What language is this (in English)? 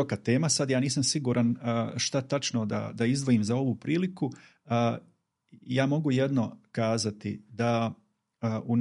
Bosnian